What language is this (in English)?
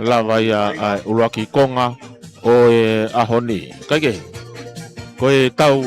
Tongan